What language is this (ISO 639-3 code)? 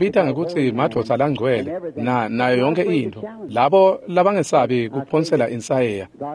ssw